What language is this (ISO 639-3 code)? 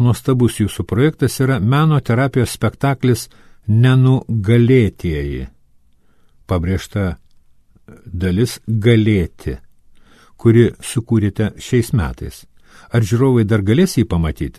lit